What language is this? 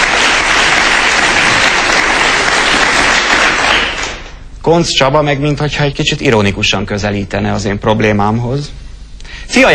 Hungarian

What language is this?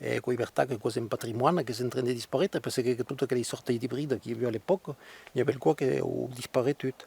Occitan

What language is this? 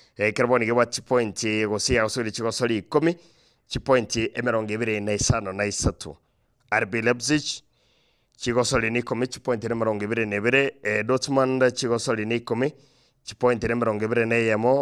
Gusii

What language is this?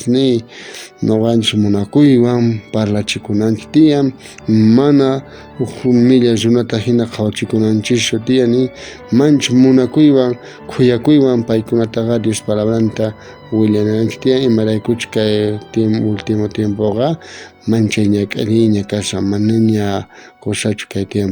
South Bolivian Quechua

